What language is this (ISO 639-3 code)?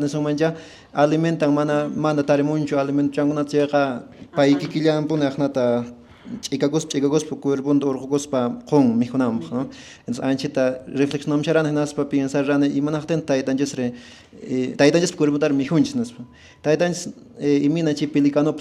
que